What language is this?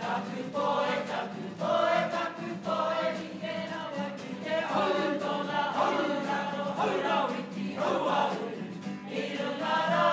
Māori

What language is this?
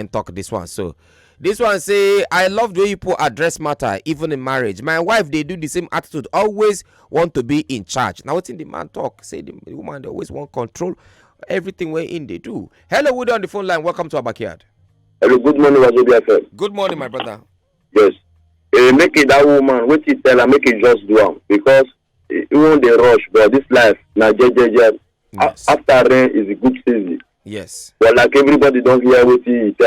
Nigerian Pidgin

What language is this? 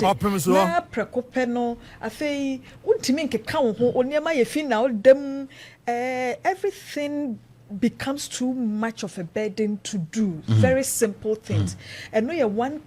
Akan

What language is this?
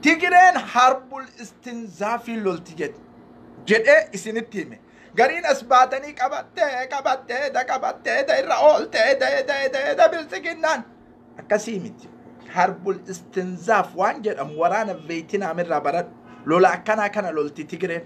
Oromo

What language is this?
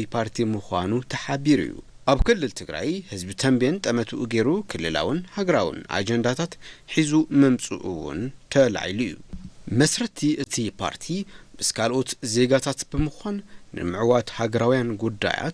Tigrinya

